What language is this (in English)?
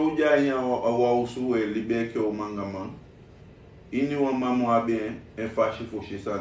Sranan Tongo